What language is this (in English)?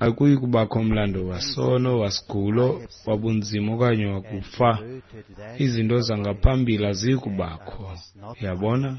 Xhosa